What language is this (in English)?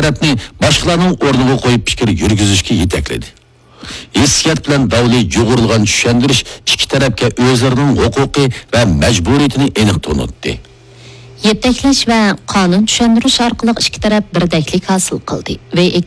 Uyghur